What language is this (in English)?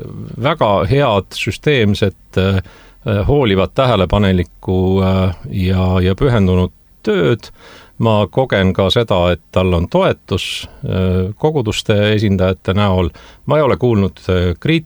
Estonian